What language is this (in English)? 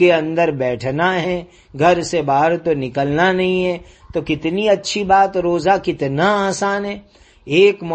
Urdu